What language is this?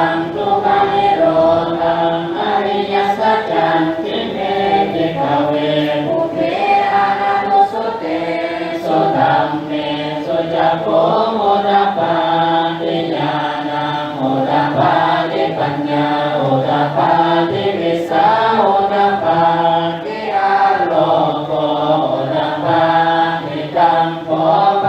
Pali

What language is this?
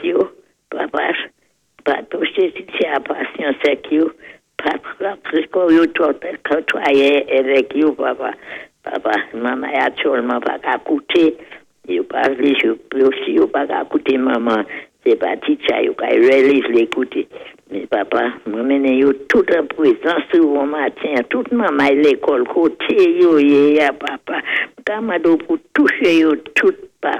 Saint Lucian Creole French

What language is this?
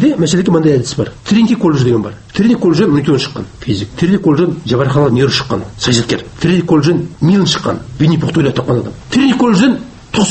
Kazakh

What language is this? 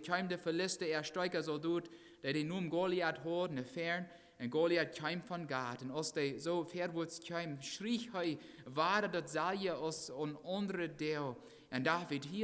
Plautdietsch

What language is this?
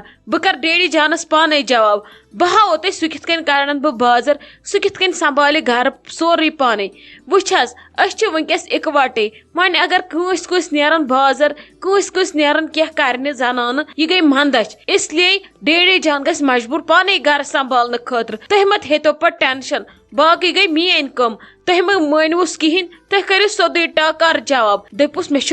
Kashmiri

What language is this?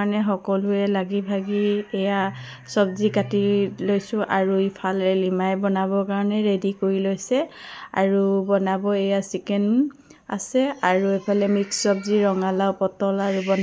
Assamese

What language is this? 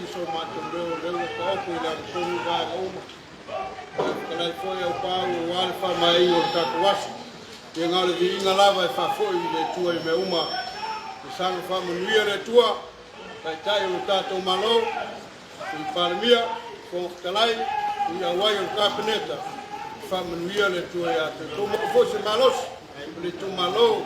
Samoan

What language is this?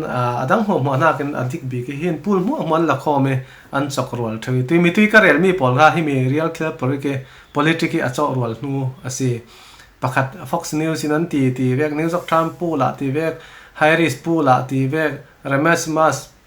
Falam Chin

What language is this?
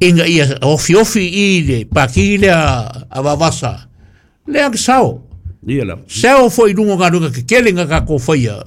Samoan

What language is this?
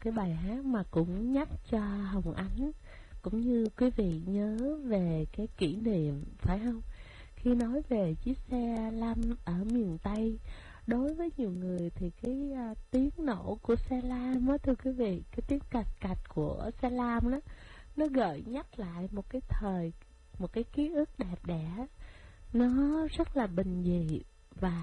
Vietnamese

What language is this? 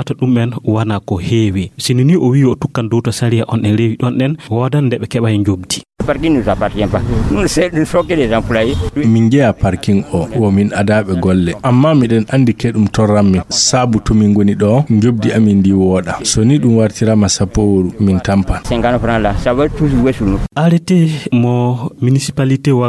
Fula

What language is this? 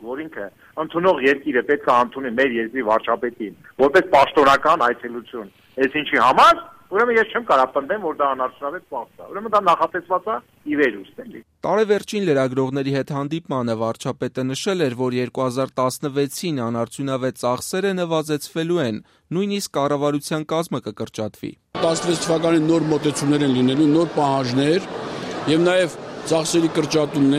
Armenian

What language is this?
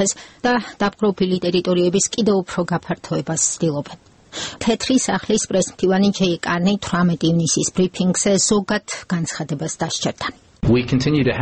Georgian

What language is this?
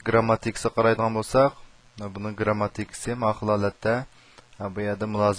Uyghur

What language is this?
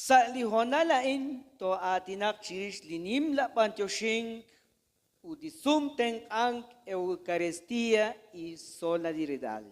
Kekchí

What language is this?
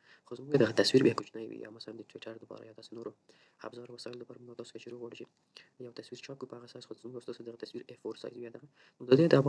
Pashto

